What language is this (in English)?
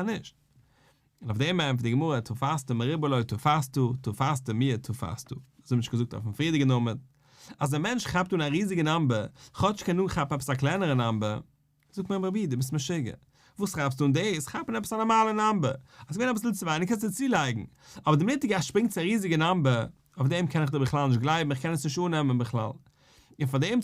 Yiddish